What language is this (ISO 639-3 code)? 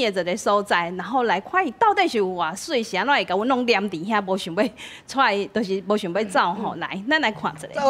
nan